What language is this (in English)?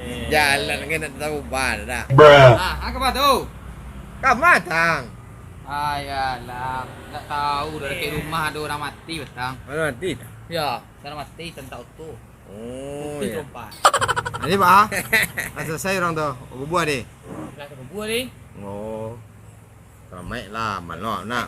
Minangkabau